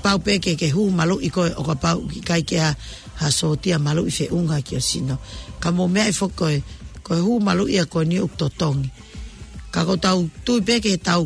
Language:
Tongan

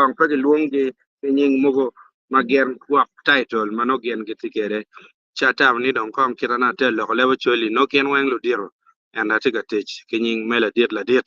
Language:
Acoli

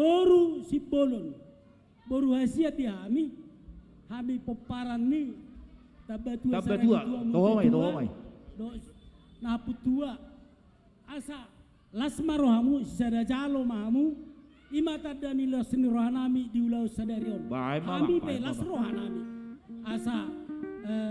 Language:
Batak Toba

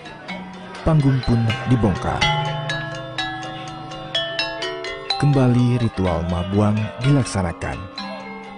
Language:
Indonesian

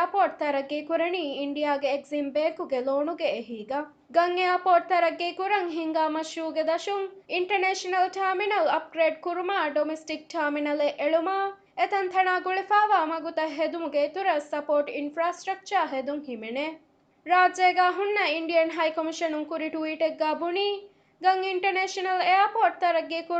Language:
Divehi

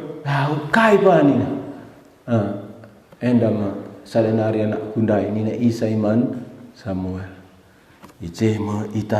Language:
Batak Karo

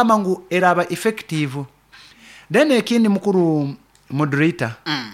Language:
Nyoro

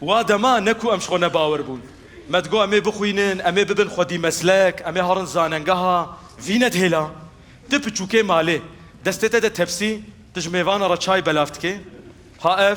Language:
Kurdish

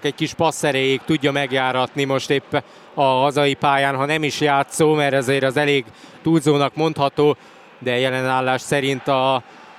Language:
Hungarian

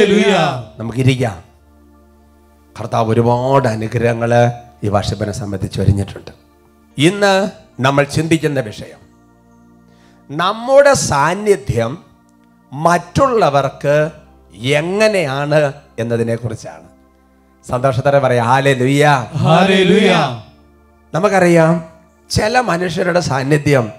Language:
Malayalam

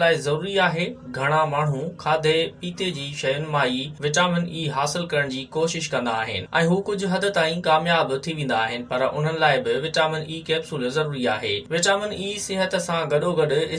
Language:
Sindhi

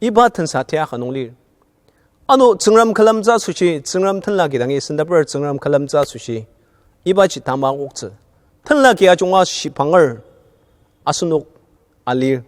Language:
Ao Naga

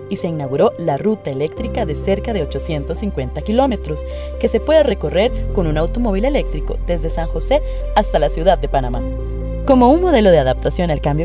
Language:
Spanish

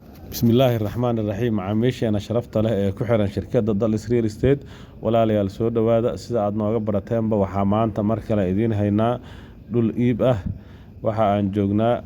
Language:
Somali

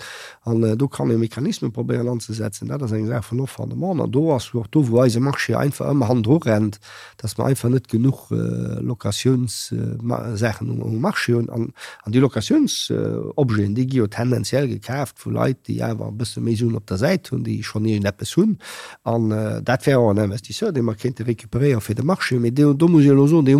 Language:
Luxembourgish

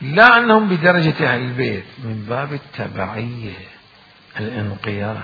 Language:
Mesopotamian Arabic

